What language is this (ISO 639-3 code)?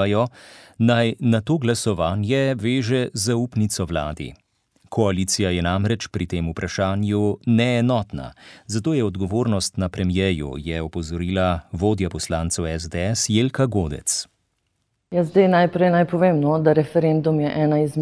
slv